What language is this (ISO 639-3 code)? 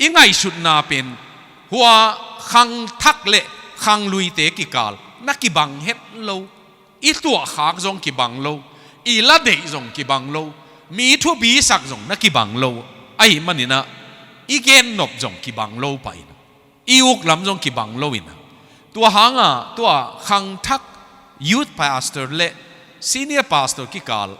ctd